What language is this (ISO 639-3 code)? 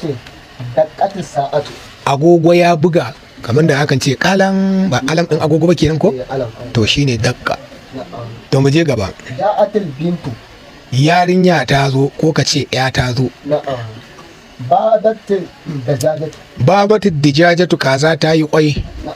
hau